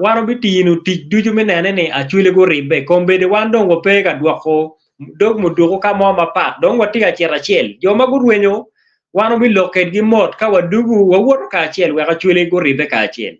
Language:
Acoli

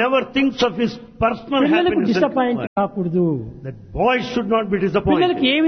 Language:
Telugu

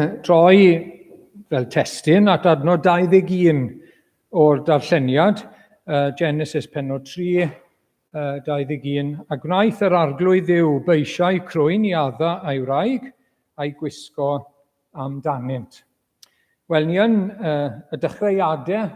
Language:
Welsh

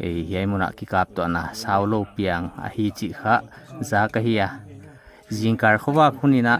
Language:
Paite Chin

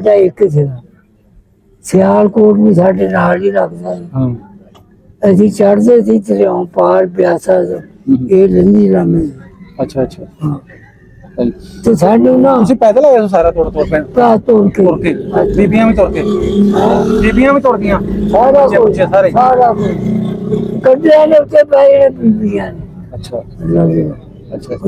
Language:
Punjabi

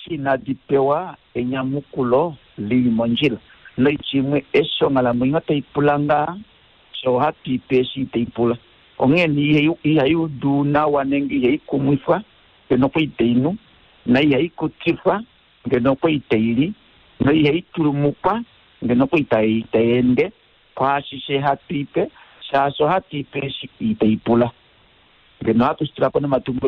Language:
Kuanyama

